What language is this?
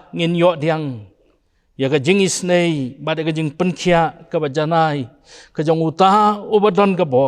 Khasi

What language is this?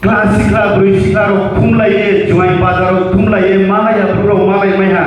Riang (India)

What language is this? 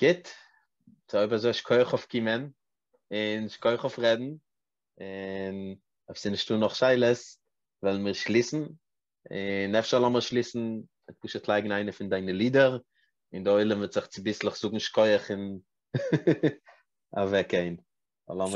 Yiddish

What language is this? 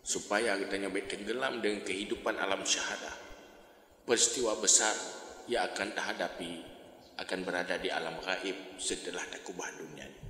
Achinese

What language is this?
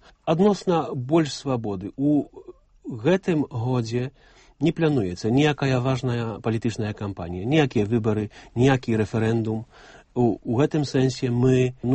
Belarusian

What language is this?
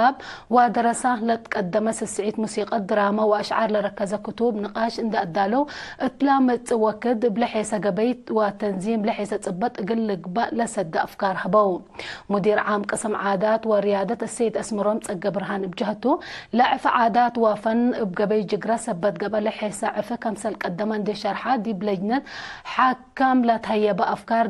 Tigre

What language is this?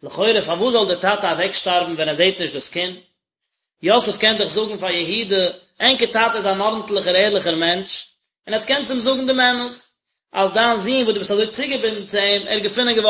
Yiddish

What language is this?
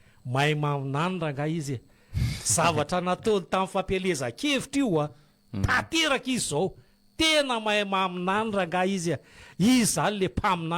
Malagasy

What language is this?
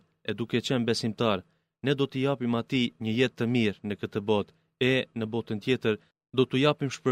Albanian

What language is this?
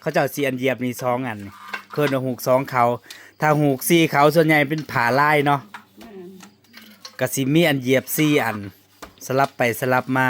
Northeastern Thai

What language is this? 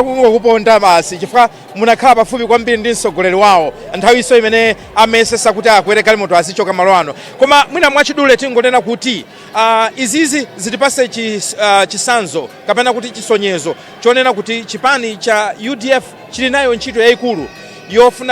Nyanja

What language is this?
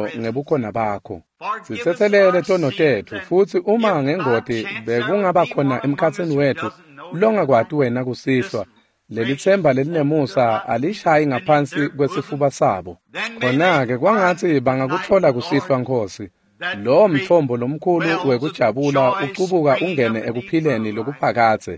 Swati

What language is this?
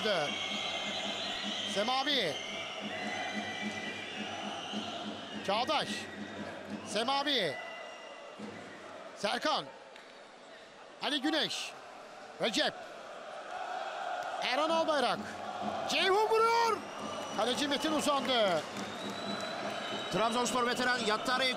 Turkish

